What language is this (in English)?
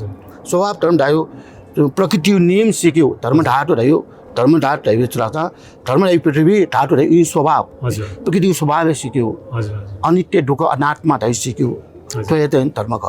Newari